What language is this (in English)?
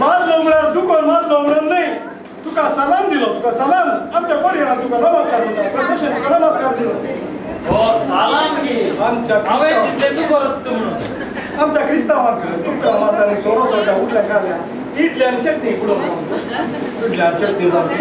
Konkani